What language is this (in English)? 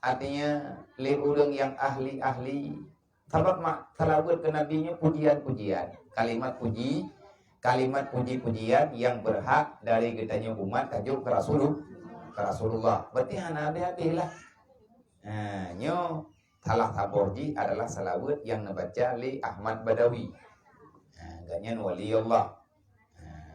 Achinese